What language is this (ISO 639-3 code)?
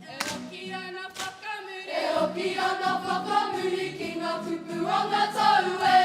mri